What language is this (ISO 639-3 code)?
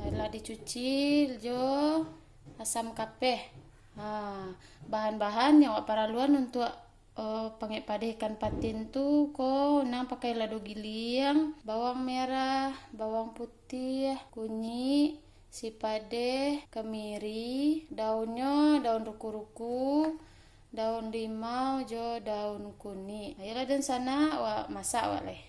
min